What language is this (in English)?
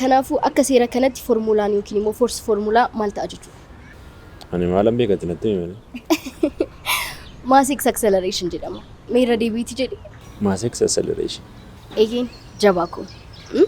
Oromo